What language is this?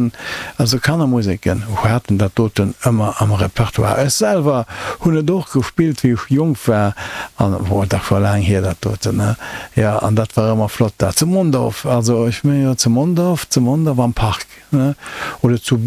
Luxembourgish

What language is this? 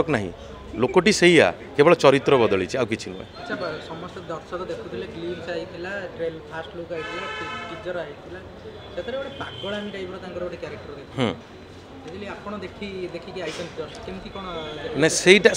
Odia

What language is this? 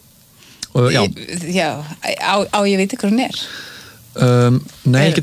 Icelandic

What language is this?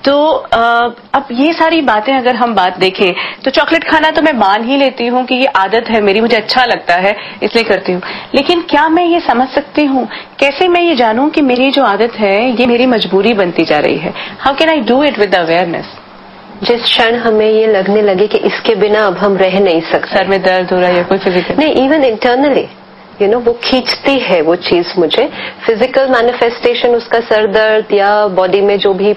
Hindi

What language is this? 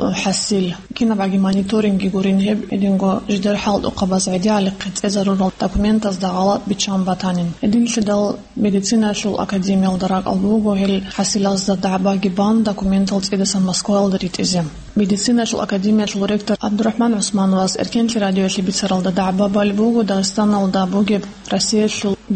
Avaric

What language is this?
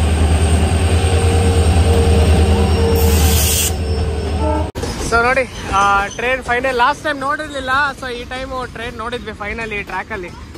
Kannada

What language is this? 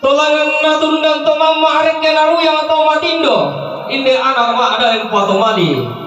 Toraja-Sa'dan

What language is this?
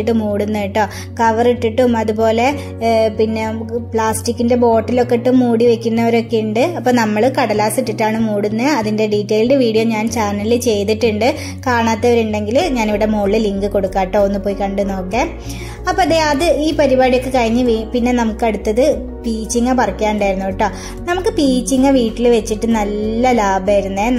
Malayalam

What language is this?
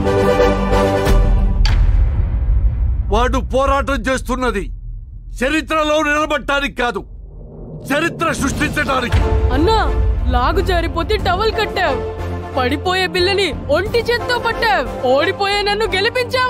Telugu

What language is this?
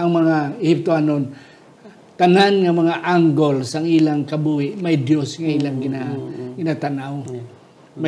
Hiligaynon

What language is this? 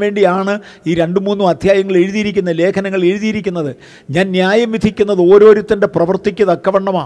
Malayalam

